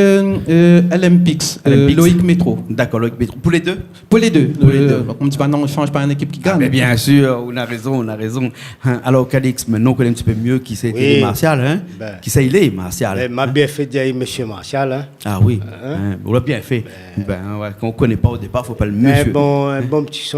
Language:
Réunion Creole French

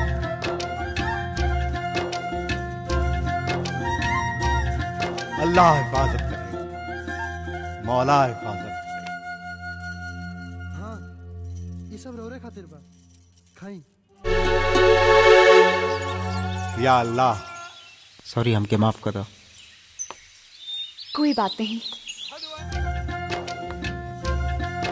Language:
Bhojpuri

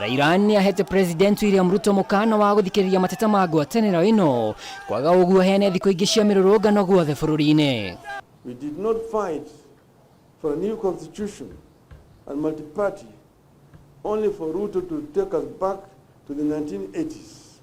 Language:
Kikuyu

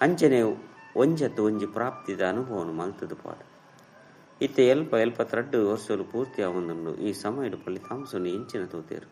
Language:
Tulu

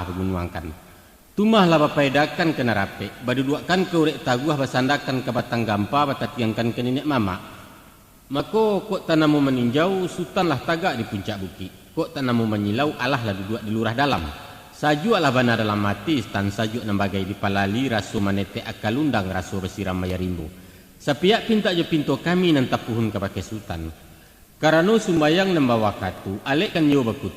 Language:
Minangkabau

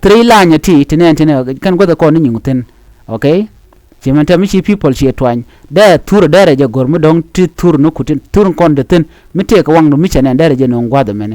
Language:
Nuer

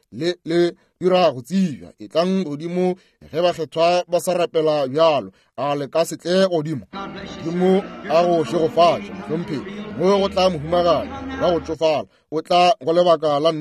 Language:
Northern Sotho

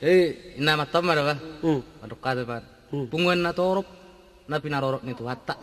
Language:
Batak Toba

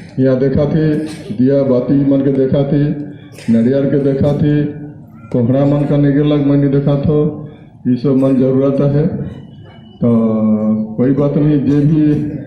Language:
Sadri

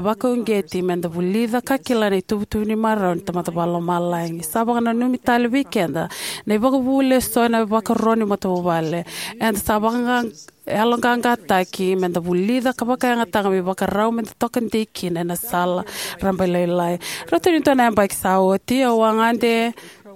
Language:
Fijian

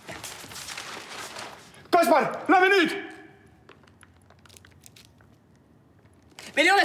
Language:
Estonian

